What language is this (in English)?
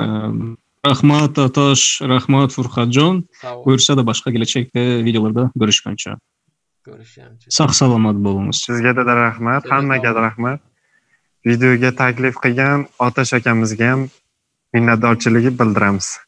Turkmen